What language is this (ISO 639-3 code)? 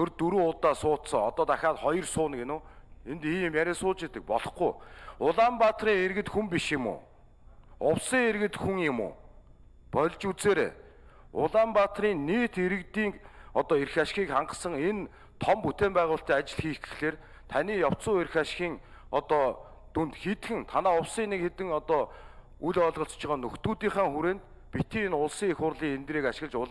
mon